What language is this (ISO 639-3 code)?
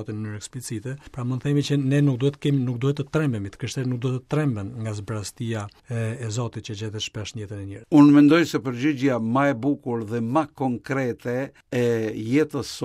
sqi